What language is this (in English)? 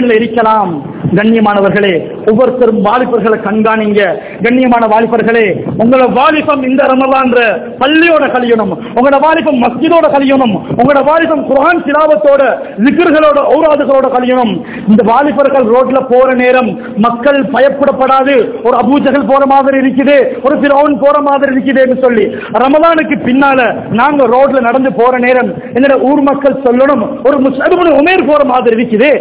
Tamil